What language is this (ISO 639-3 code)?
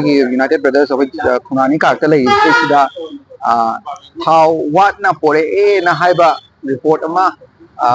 mni